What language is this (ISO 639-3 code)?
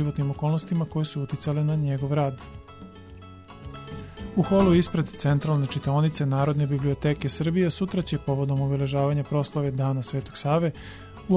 srp